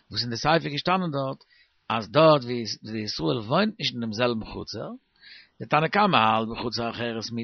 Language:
Yiddish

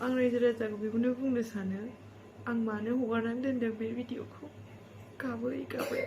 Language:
Bodo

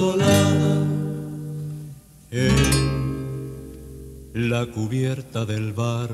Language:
Spanish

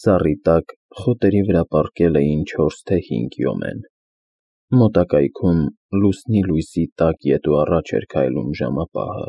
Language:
Armenian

